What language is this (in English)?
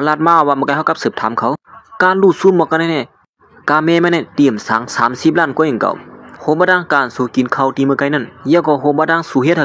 Shan